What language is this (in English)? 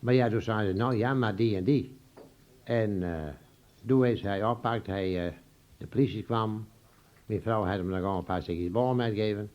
Western Frisian